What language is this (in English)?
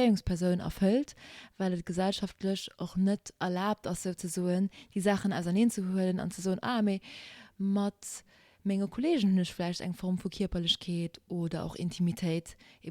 Luxembourgish